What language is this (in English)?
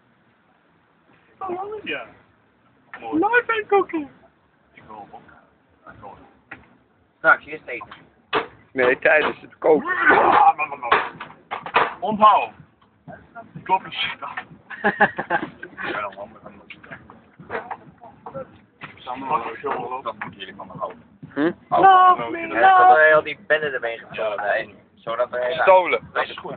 Dutch